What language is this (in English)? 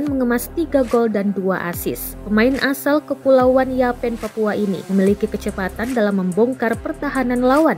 Indonesian